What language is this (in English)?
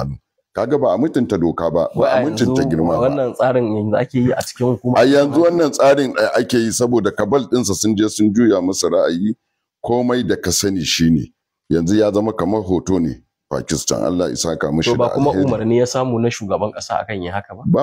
Hausa